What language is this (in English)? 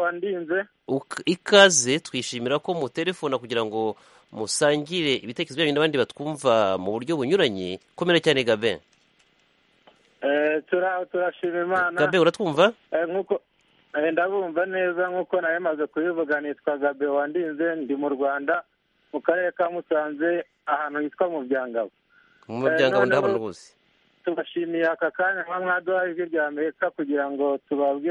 Kinyarwanda